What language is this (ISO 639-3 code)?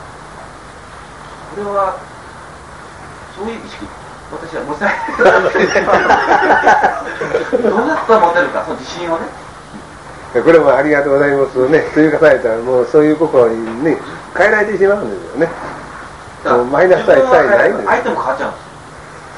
jpn